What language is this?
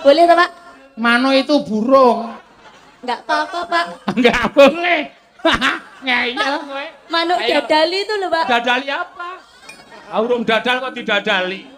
Javanese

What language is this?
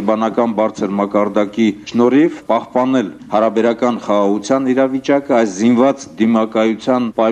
Armenian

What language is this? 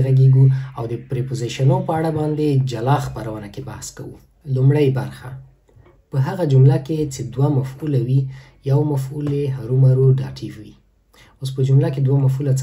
Pashto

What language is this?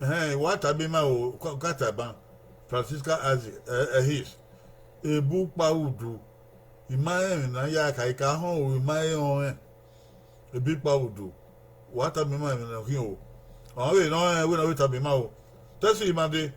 Bini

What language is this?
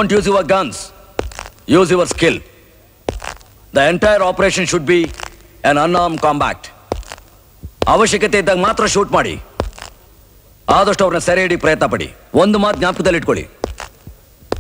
Kannada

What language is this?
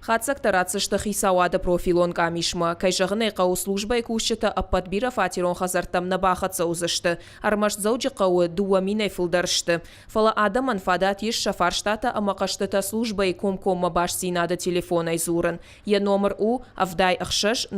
Ossetic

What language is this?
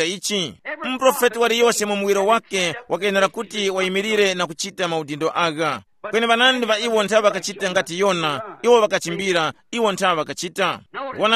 Tumbuka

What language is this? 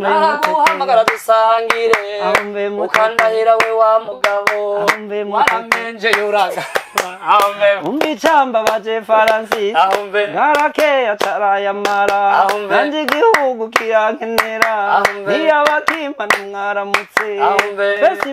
Rundi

